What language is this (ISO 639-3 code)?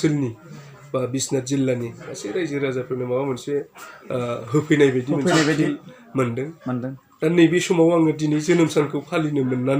brx